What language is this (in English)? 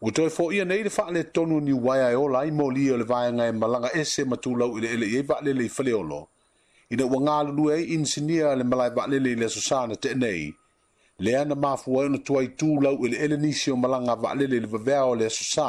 Samoan